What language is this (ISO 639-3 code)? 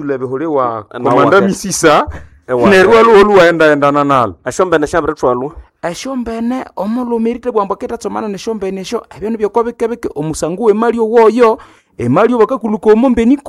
nnb